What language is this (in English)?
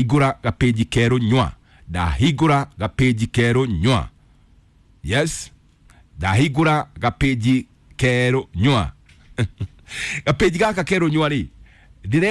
Kikuyu